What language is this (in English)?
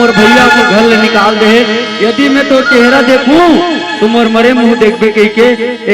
Chhattisgarhi